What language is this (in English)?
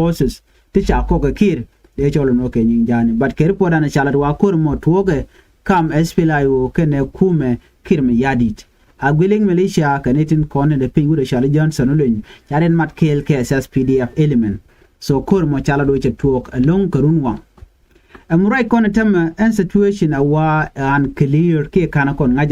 Nuer